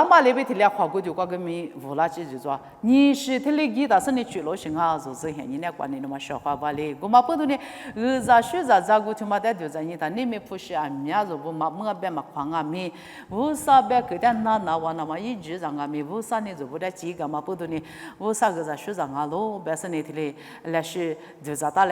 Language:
Lisu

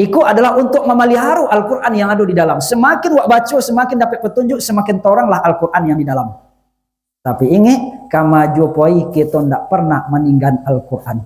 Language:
Minangkabau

